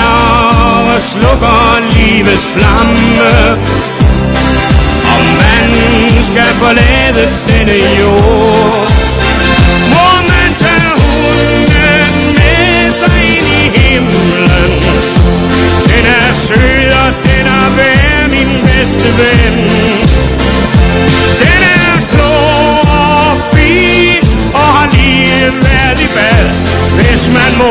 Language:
Danish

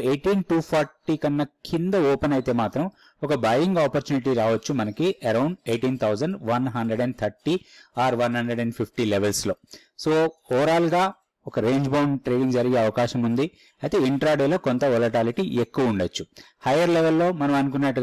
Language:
Telugu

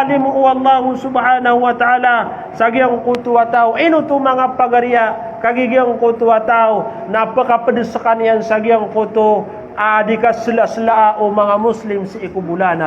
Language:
Maranao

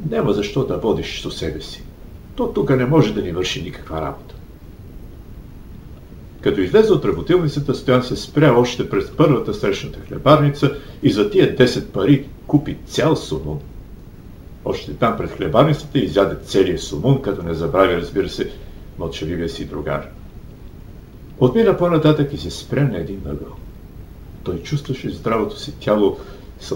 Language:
Bulgarian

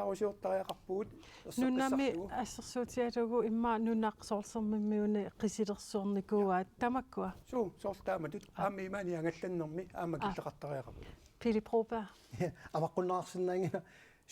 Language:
Kalaallisut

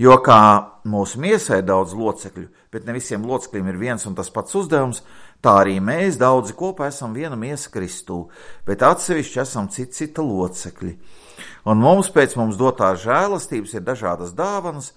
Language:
Latvian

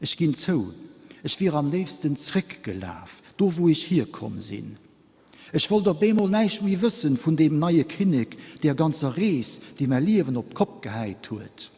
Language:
Luxembourgish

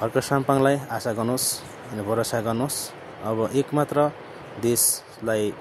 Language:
Nepali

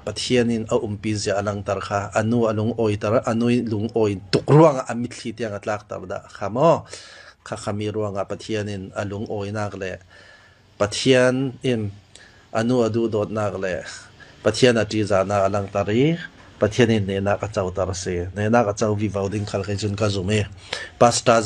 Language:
Falam Chin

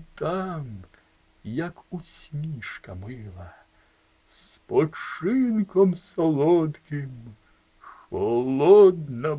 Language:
Ukrainian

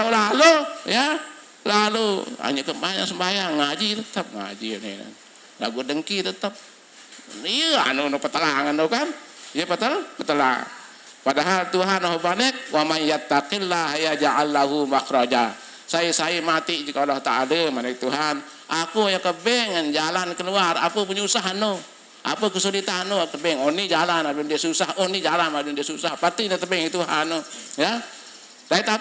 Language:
Sasak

